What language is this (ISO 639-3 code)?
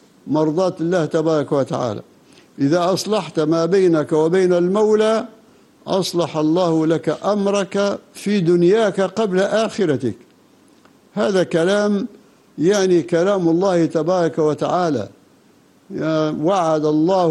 ara